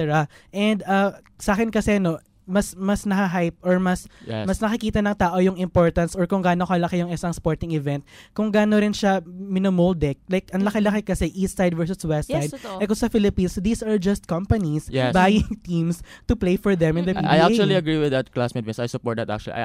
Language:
Filipino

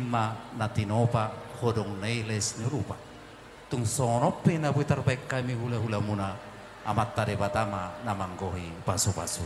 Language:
Batak Toba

